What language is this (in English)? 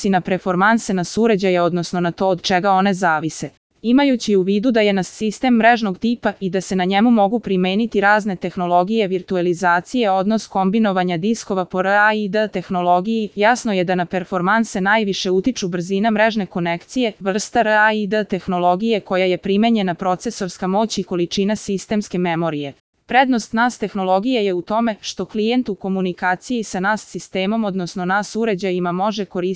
Serbian